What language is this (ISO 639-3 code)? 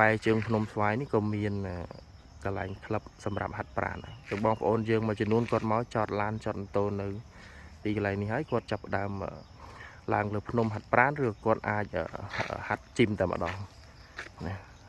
khm